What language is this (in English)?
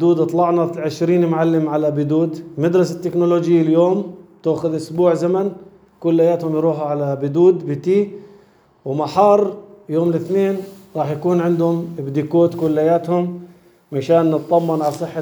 North Levantine Arabic